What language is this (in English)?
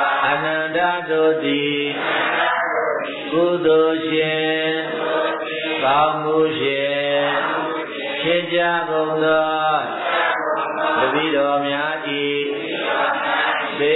Burmese